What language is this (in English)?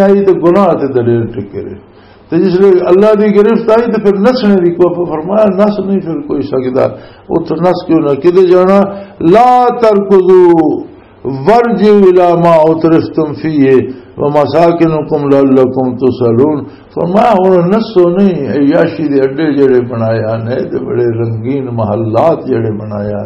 Western Panjabi